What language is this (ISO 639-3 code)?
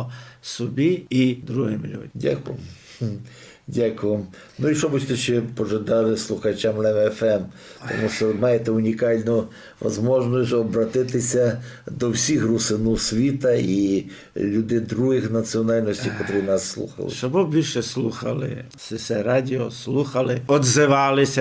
rue